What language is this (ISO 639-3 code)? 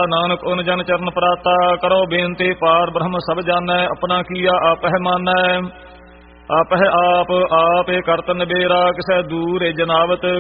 pan